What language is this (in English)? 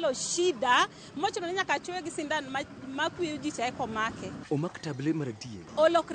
Luo (Kenya and Tanzania)